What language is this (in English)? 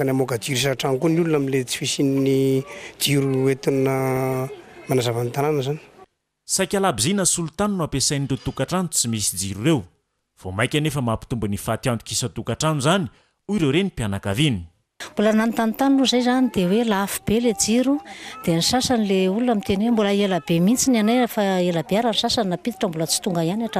Malagasy